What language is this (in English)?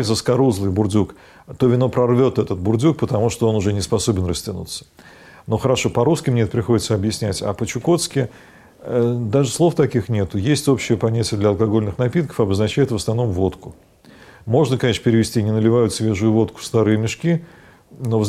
Russian